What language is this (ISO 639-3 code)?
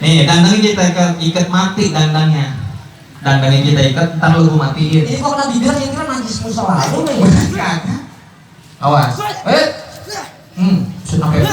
bew